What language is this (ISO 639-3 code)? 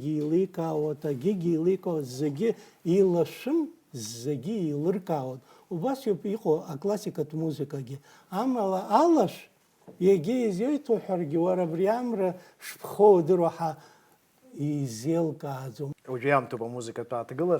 abk